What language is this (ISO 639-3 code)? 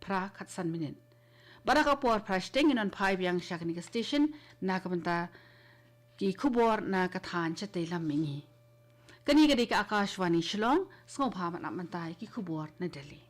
kha